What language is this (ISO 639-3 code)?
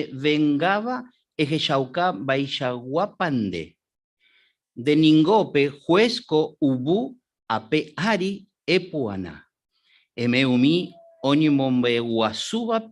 grn